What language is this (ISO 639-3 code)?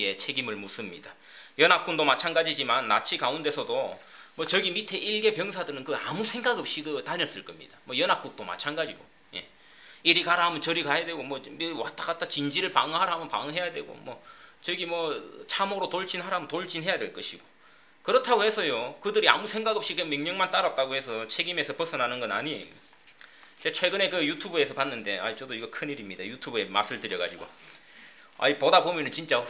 kor